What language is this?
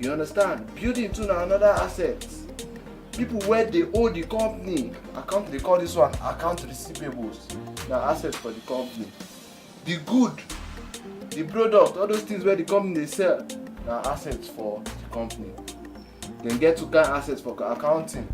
Nigerian Pidgin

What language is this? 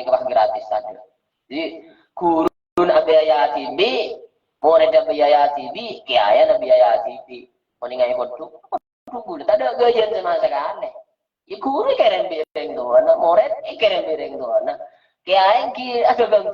Madurese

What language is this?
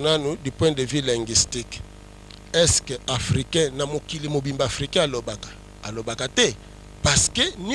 Lingala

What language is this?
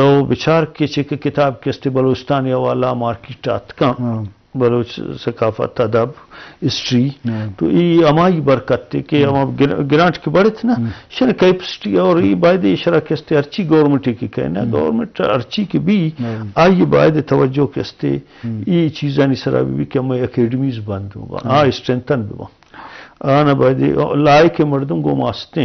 Eastern Balochi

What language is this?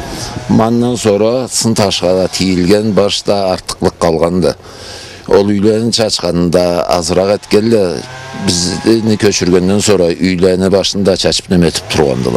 Karachay-Balkar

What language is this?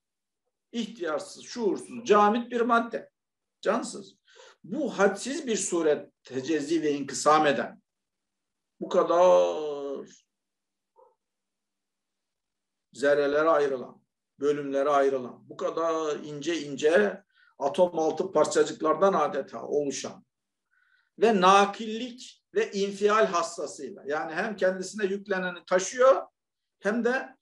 Turkish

